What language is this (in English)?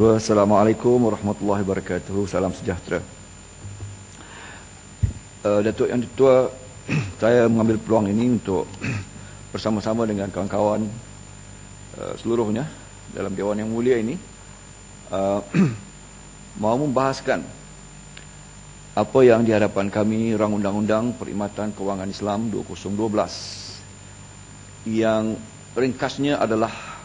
Malay